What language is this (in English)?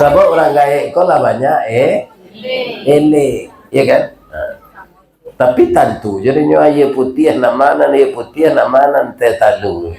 Minangkabau